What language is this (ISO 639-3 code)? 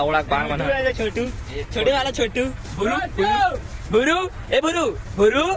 hne